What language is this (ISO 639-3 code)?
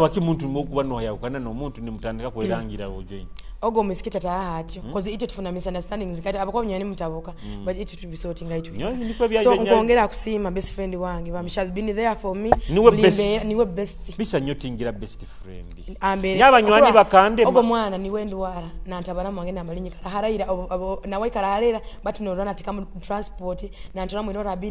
nyo